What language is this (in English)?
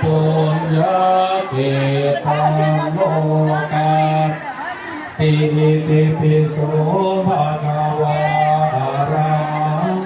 Pali